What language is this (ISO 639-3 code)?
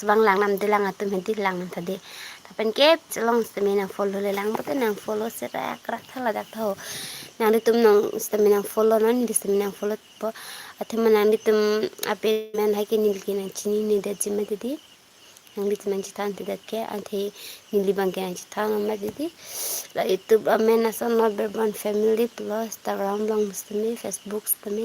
mjw